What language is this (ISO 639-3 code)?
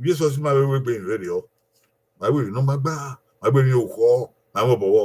bin